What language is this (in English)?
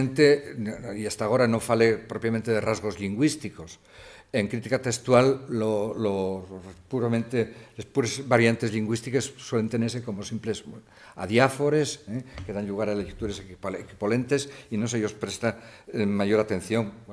Asturian